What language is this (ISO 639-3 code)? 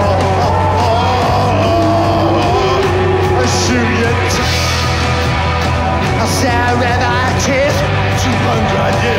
eng